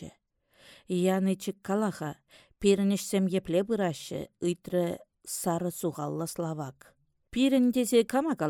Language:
Chuvash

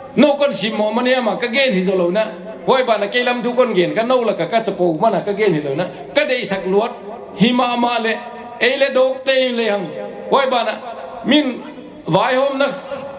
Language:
Paite Chin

